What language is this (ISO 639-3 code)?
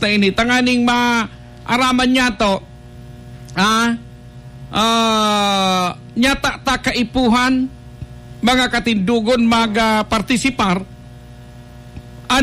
bik